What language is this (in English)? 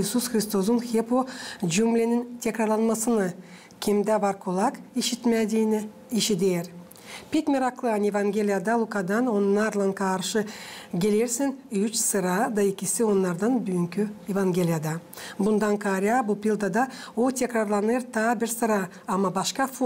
Gagauz